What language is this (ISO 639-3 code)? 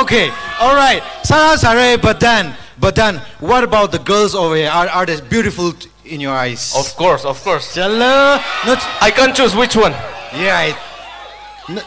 nmf